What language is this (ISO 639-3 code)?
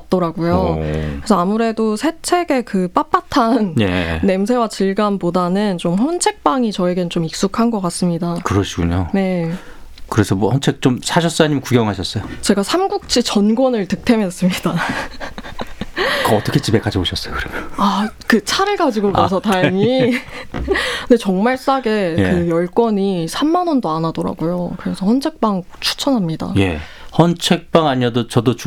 kor